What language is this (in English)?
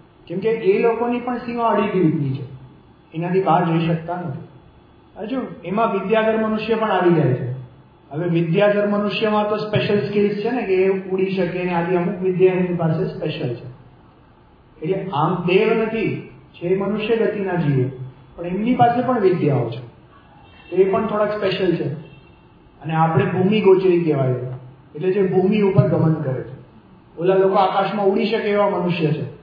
Gujarati